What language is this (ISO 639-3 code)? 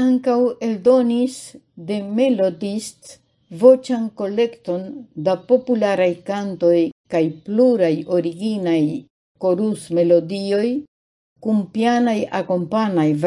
epo